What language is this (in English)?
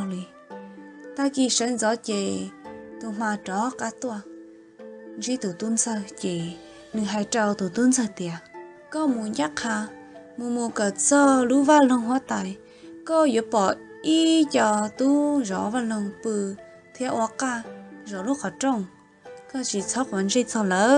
Hmong